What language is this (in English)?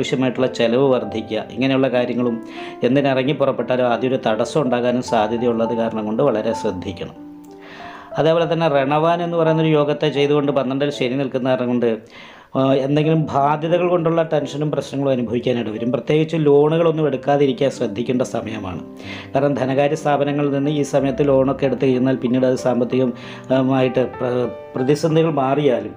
Malayalam